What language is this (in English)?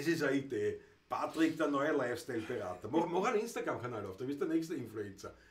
Bavarian